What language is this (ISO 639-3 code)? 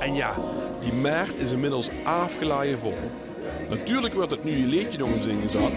lim